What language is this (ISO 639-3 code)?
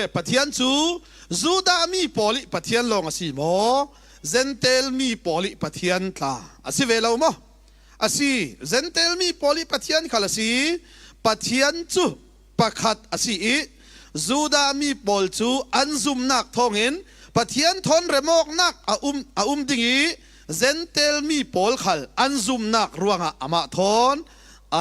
cfm